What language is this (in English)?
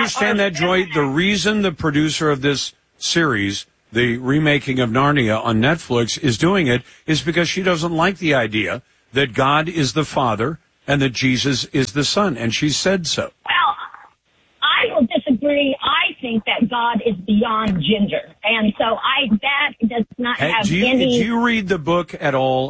English